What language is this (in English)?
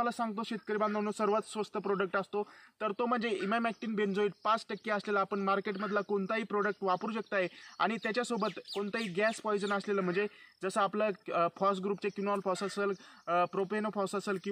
Marathi